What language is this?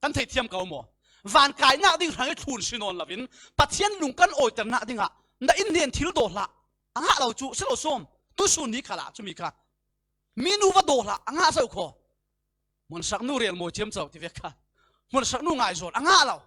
Falam Chin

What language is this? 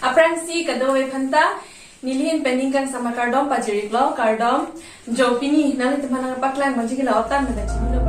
Karbi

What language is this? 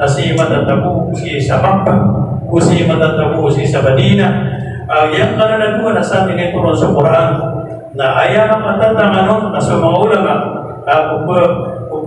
Maranao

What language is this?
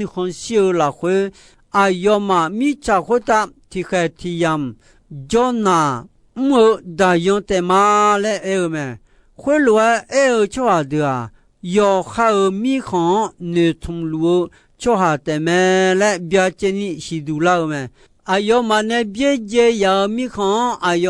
Akha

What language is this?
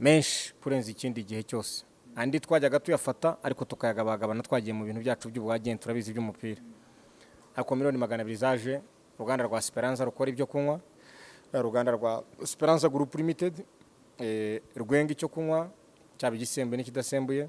Kinyarwanda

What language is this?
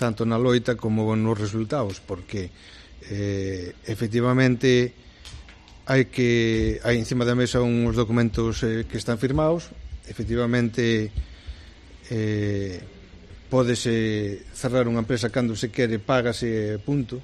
Galician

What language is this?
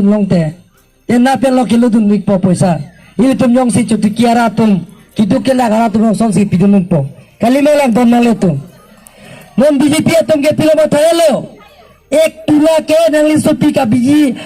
Karbi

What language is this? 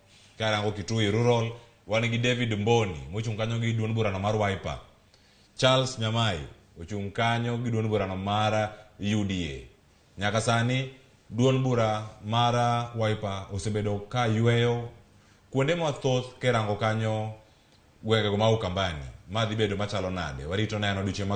Luo (Kenya and Tanzania)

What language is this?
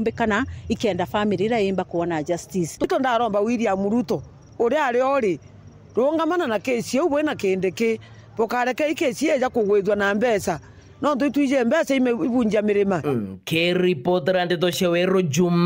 Meru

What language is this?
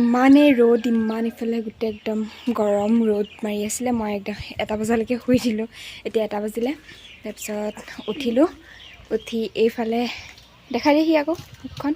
Assamese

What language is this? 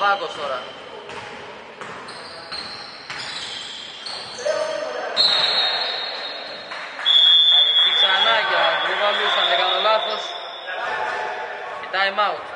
Greek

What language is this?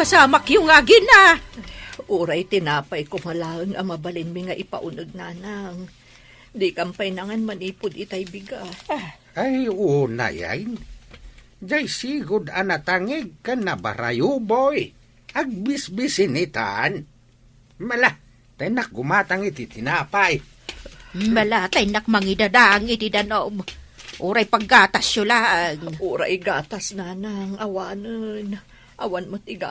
Iloko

